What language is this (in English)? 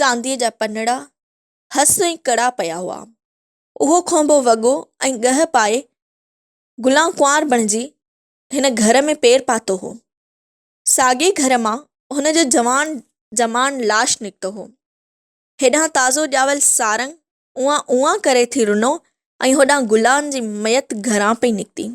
Sindhi